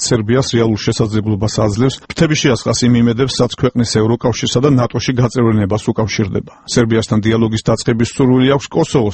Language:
Georgian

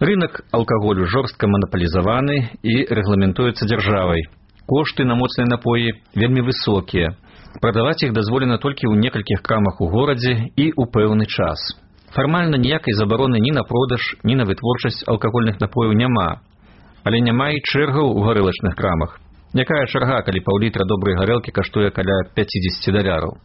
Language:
Belarusian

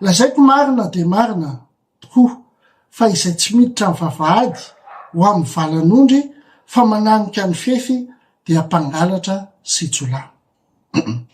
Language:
Malagasy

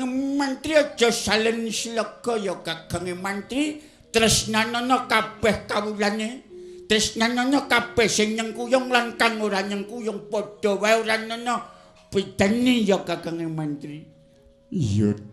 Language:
Javanese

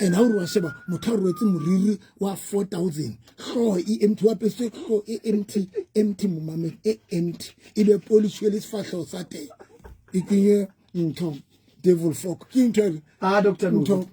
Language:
Southern Sotho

